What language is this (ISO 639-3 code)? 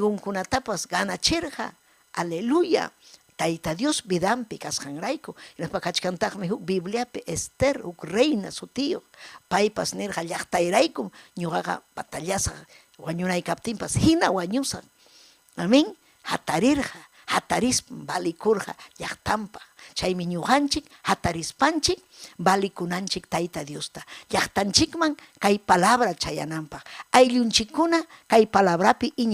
quy